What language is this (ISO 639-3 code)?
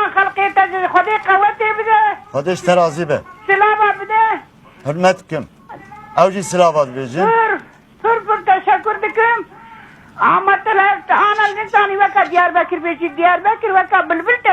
kur